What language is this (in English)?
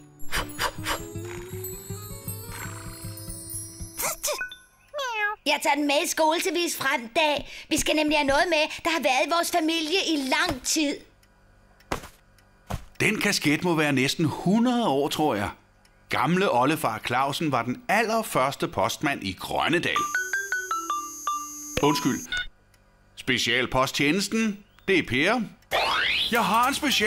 Danish